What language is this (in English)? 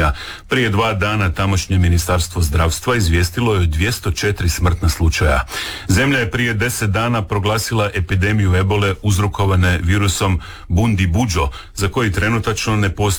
Croatian